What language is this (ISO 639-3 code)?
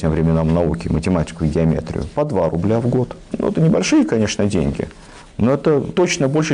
rus